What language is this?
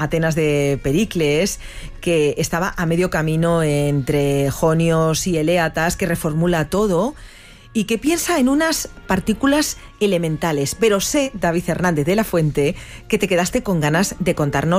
Spanish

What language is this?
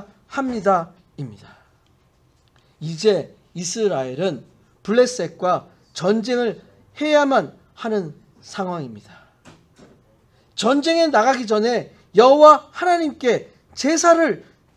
Korean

